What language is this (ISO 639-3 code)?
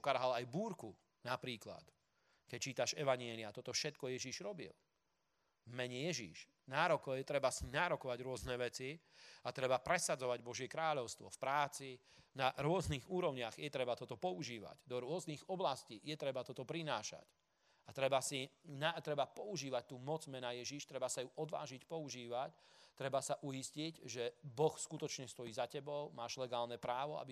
slk